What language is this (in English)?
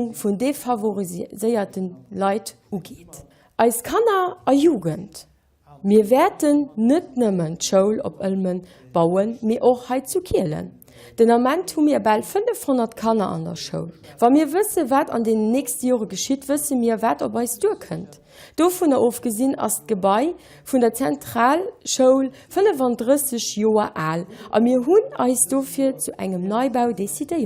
Luxembourgish